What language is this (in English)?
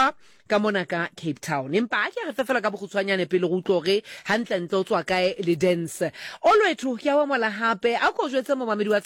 Southern Sotho